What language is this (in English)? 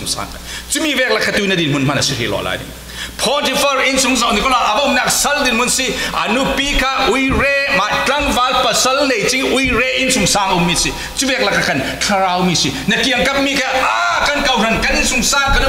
Falam Chin